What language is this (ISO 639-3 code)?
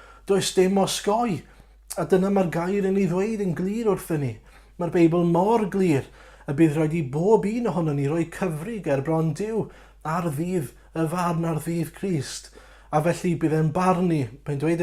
cym